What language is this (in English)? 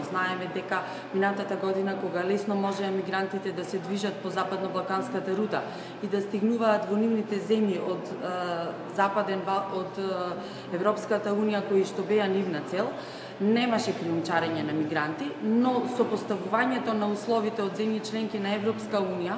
Macedonian